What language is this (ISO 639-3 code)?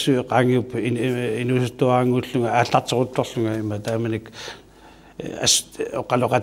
kal